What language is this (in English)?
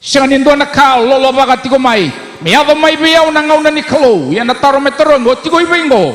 Fijian